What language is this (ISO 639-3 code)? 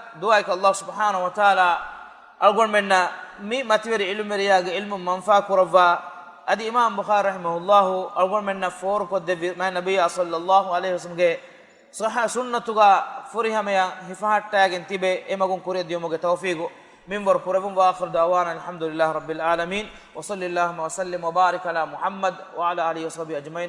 div